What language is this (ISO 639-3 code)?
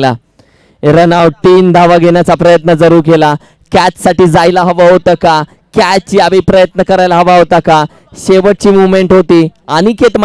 mar